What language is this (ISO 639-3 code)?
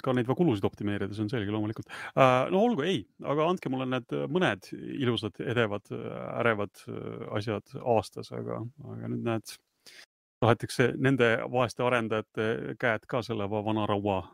est